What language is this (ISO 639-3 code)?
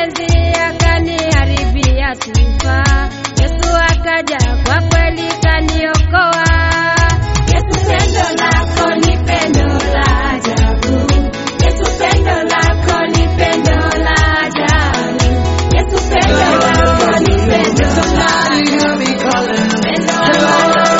swa